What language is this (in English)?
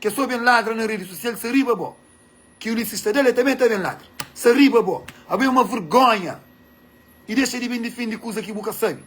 Kabuverdianu